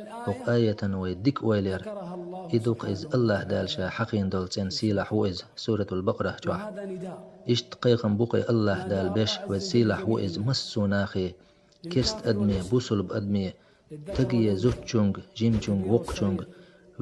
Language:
Chechen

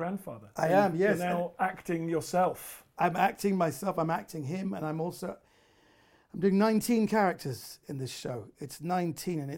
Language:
English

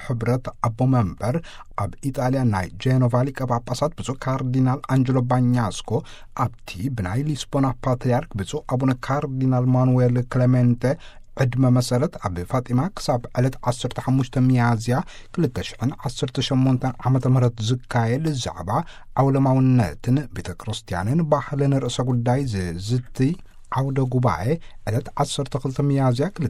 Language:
Tigrinya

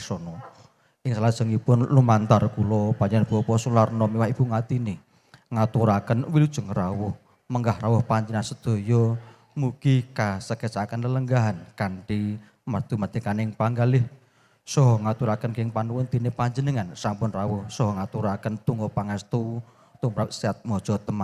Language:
Javanese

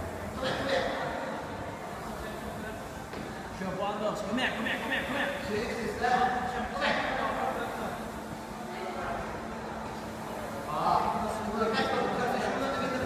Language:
Norwegian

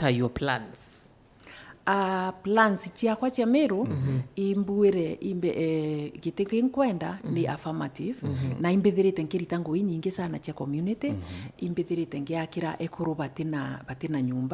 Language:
Meru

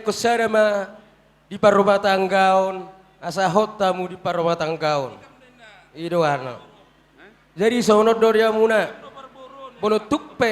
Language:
Batak Toba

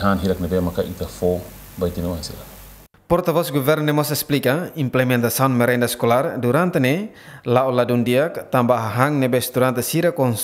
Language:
Tetum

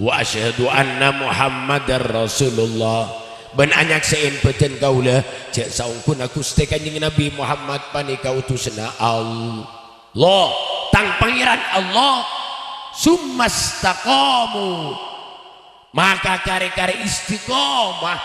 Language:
Madurese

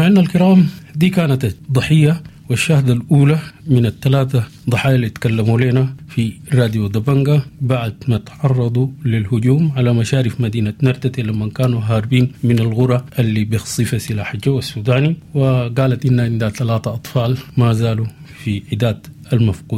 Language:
Sudanese Arabic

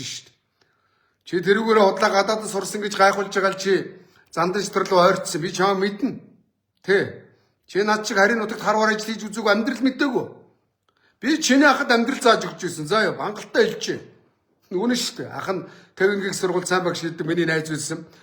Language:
Mongolian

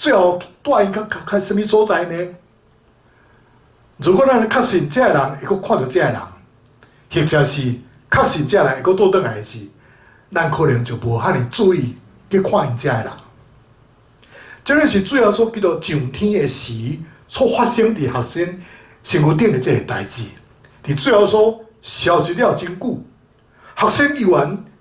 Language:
Min Nan Chinese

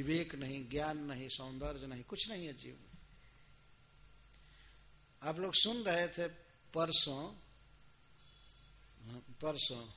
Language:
Hindi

